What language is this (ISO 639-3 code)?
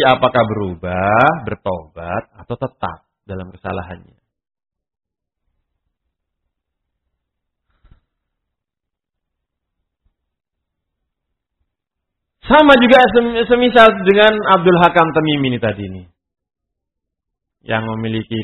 ind